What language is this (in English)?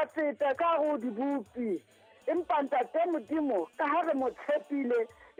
Southern Sotho